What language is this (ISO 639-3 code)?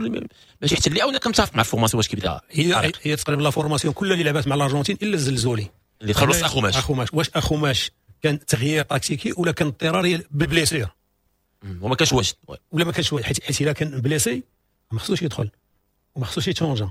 ary